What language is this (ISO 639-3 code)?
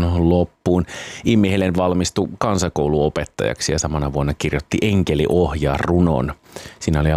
fin